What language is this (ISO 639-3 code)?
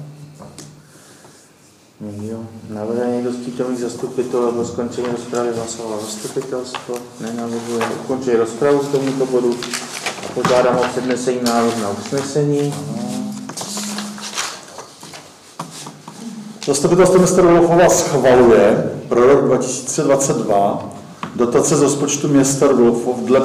ces